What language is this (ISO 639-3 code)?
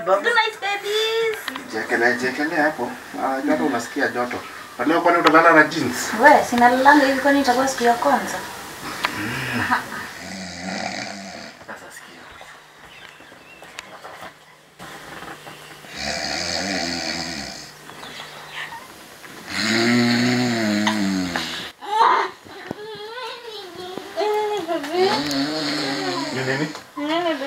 swa